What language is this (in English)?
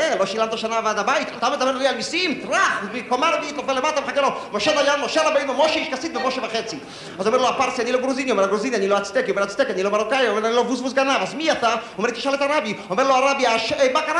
Hebrew